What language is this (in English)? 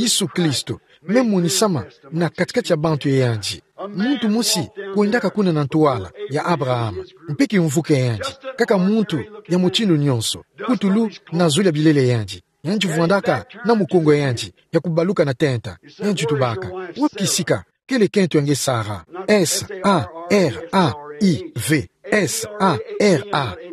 Kituba (Democratic Republic of Congo)